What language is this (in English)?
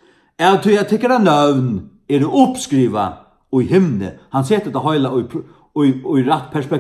Faroese